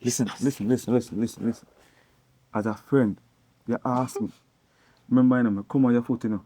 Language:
Jamaican Creole English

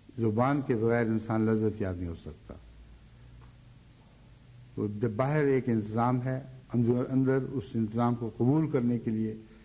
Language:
Urdu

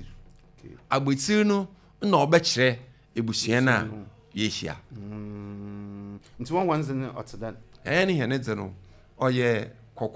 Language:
Akan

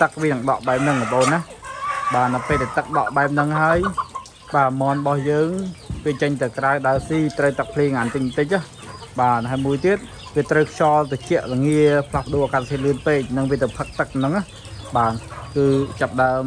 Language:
Khmer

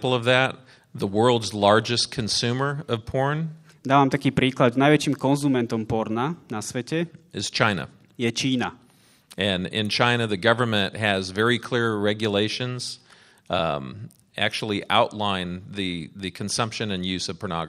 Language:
Slovak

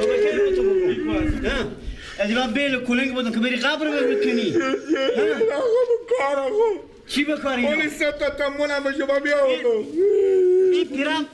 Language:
Persian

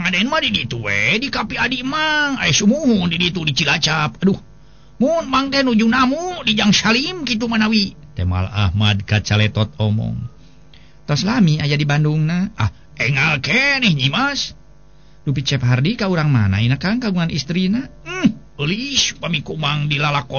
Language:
Sundanese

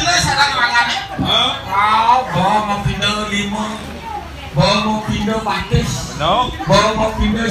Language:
Balinese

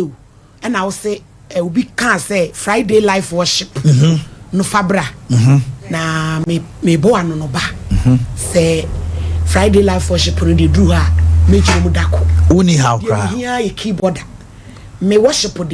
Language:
Akan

